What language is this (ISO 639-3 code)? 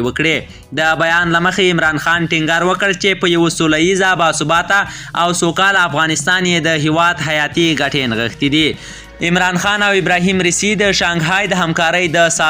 pus